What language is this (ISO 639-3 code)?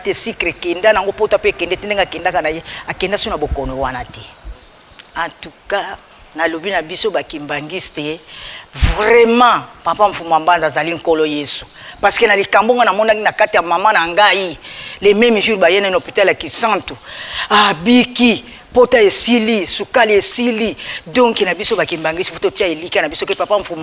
lin